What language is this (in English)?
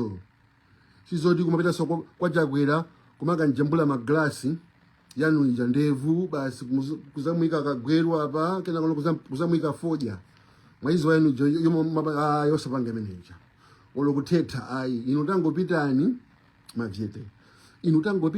Nyanja